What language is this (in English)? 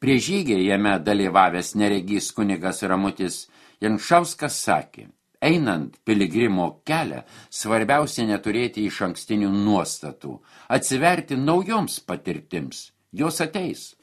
Lithuanian